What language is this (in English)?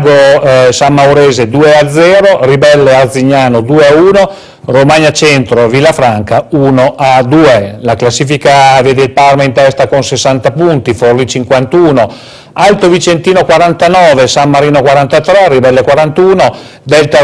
Italian